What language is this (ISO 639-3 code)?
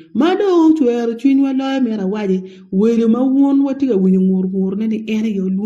ach